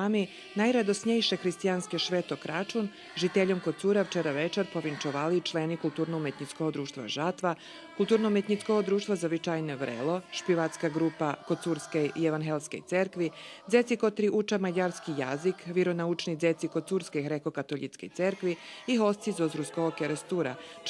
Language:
Rusyn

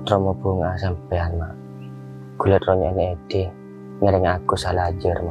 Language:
Madurese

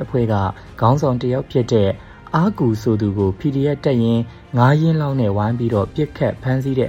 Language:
Burmese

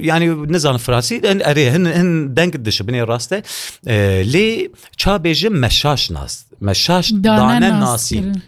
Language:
Kurdish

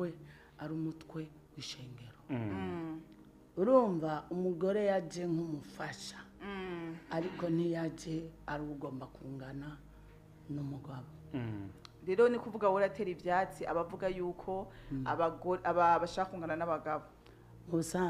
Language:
Rundi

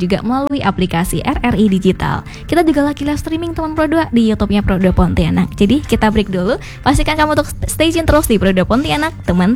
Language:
Indonesian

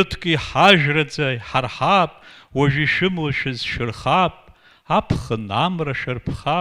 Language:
Abkhazian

